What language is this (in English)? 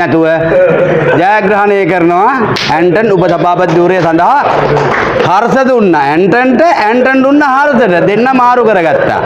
Sinhala